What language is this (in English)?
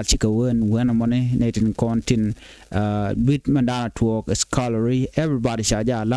Nuer